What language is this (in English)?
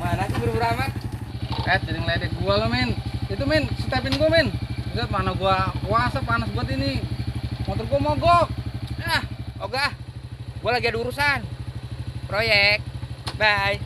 Betawi